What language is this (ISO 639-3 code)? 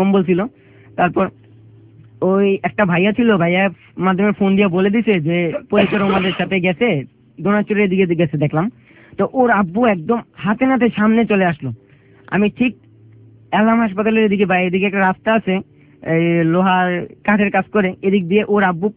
ben